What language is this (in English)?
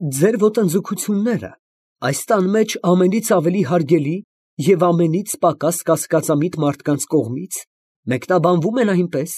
Armenian